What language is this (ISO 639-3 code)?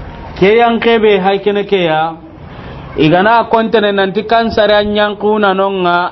snk